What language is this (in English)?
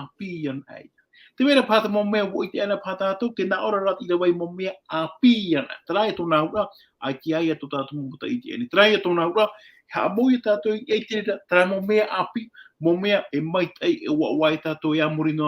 Tahitian